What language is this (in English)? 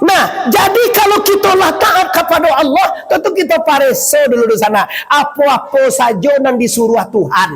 Minangkabau